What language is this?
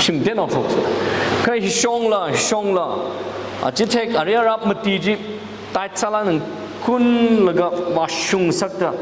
Tangkhul Naga (India)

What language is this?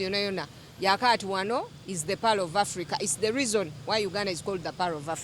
Soga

